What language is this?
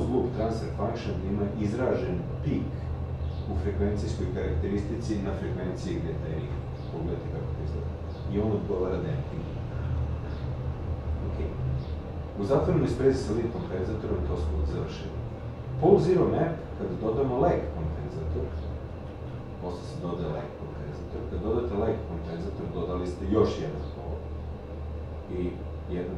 Serbian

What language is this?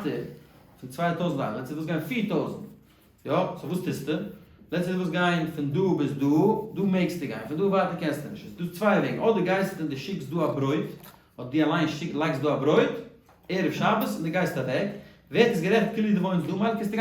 Yiddish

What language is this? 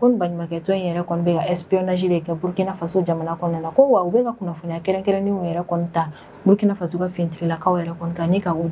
Bambara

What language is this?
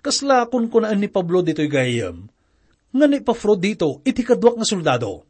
Iloko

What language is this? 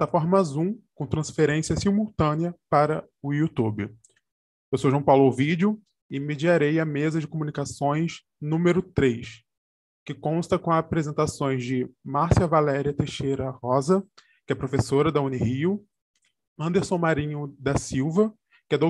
Portuguese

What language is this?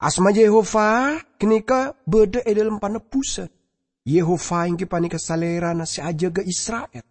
Madurese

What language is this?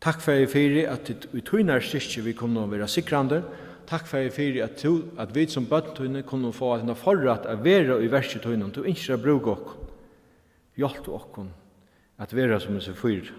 Faroese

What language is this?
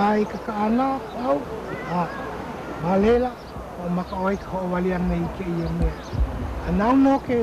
Hawaiian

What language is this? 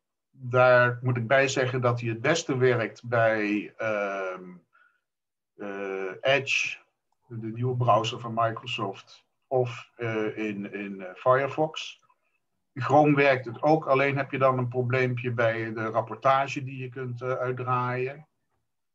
Dutch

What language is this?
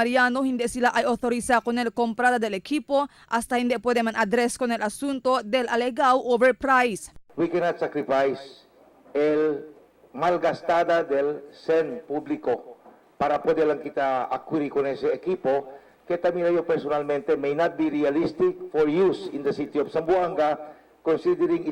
Chavacano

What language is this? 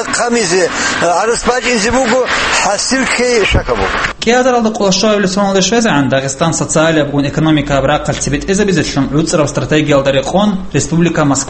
Avaric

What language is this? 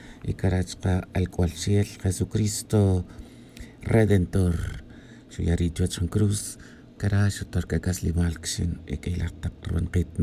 Tz'utujil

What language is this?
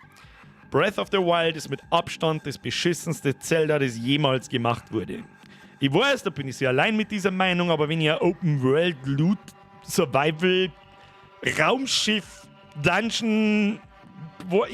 Bavarian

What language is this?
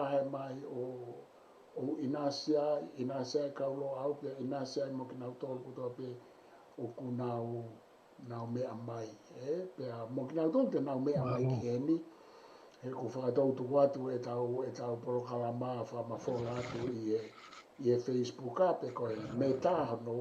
Tongan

